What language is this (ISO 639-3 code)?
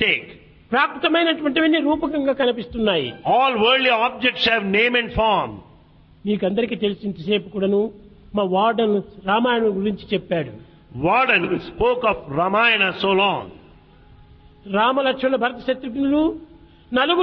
tel